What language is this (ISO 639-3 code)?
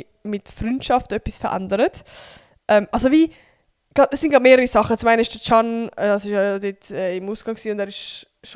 gsw